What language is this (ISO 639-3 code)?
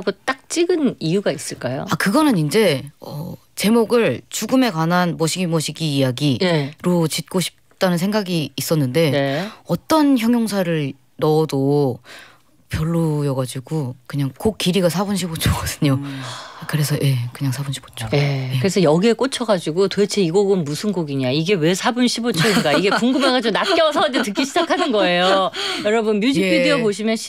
kor